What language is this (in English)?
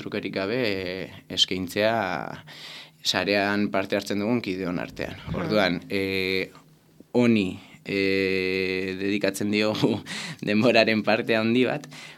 Basque